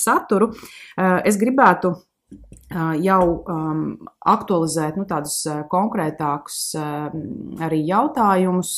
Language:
Latvian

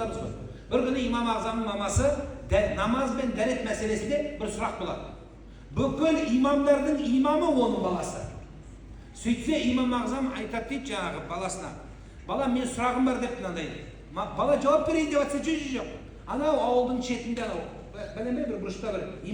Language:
Kazakh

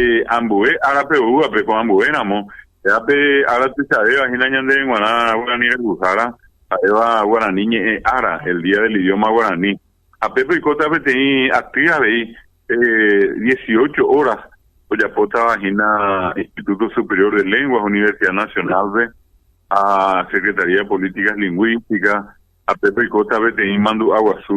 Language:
Guarani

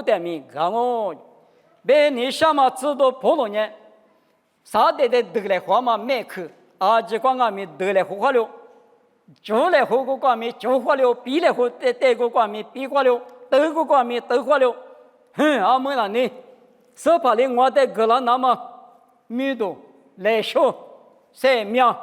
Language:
Lisu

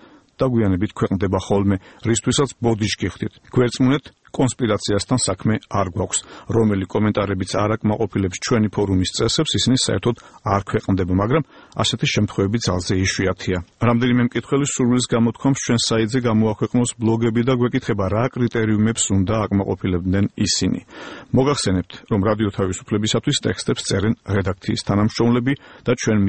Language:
Georgian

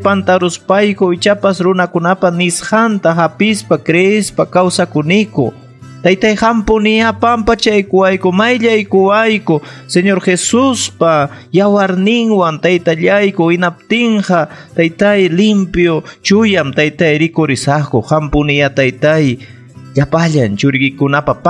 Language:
Ayacucho Quechua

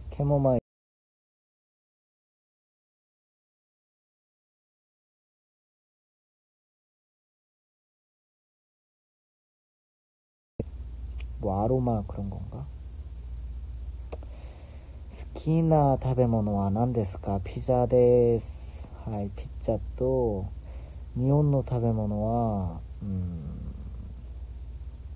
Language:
Korean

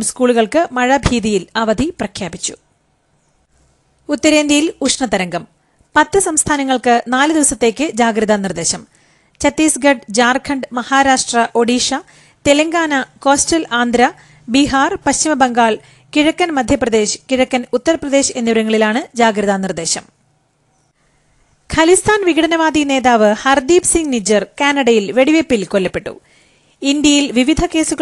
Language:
Malayalam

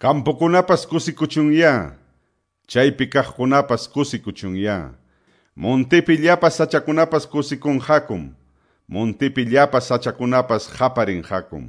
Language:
Quechua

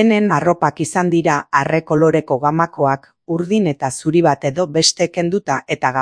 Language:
Basque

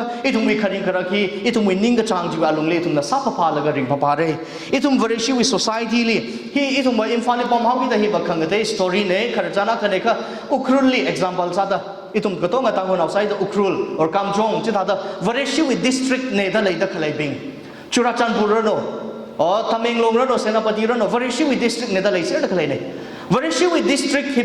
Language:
Tangkhul Naga (India)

